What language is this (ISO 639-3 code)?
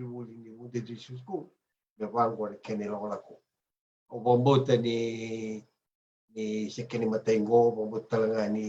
fij